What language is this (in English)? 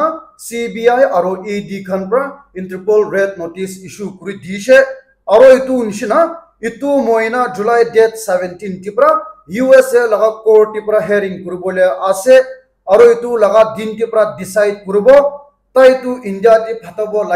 Naga Pidgin